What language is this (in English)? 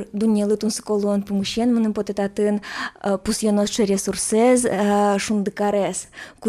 Udmurt